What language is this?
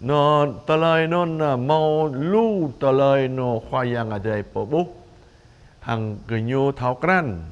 Jarai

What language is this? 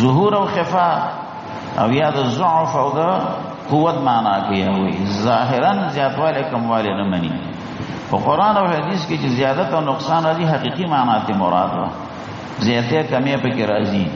Pashto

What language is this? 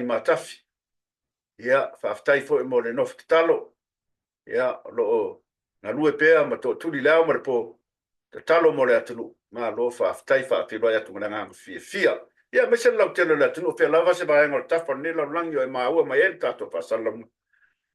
Samoan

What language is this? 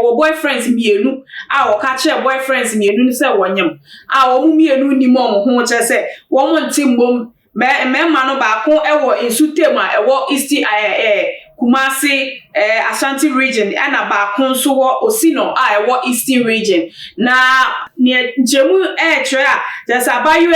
Akan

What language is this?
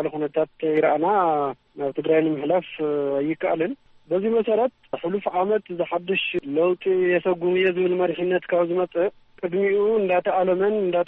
Tigrinya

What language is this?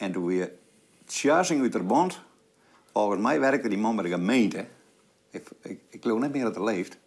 Western Frisian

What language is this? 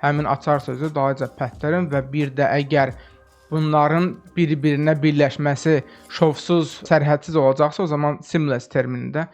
Azerbaijani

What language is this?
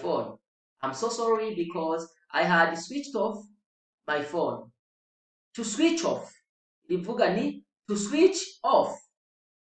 Rundi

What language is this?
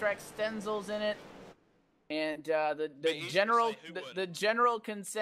English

